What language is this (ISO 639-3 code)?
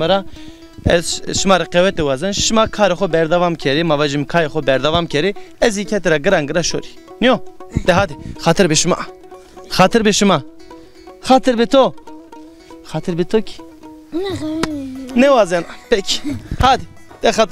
zza